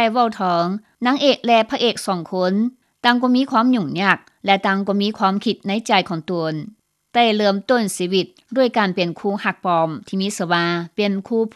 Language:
Lao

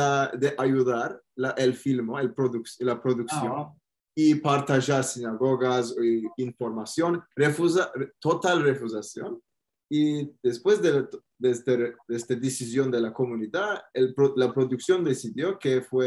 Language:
Ladino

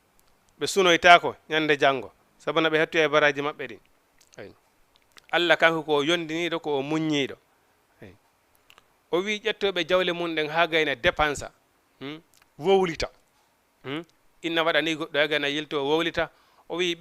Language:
Fula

